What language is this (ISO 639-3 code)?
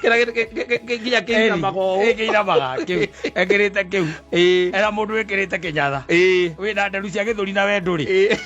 kik